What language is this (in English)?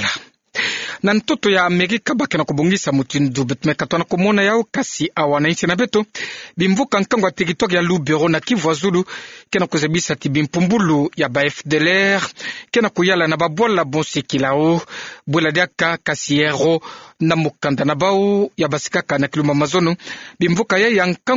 Kituba (Democratic Republic of Congo)